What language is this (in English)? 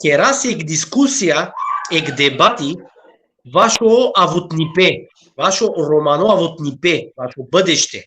Balkan Romani